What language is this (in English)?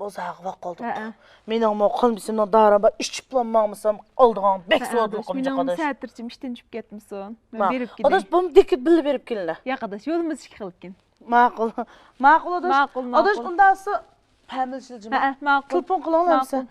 Uyghur